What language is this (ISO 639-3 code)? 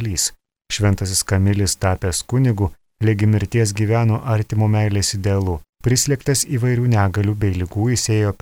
lit